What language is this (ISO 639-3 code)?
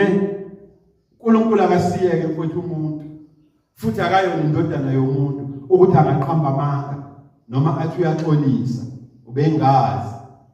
zul